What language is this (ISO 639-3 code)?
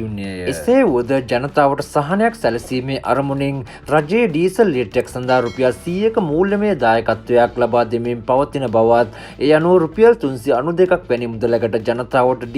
sin